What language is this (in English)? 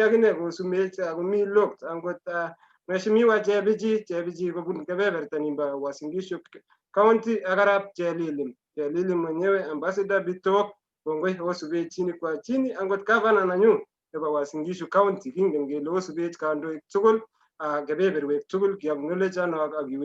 Kalenjin